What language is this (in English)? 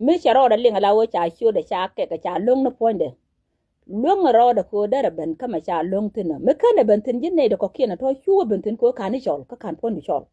Nuer